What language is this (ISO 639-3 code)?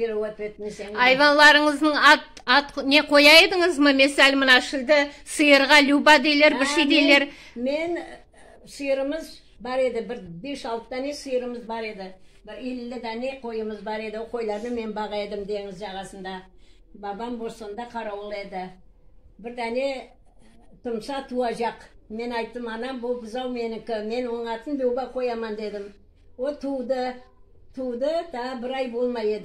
crh